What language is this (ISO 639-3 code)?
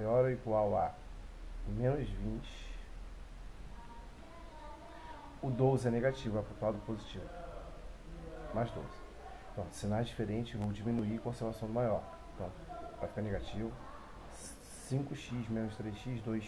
por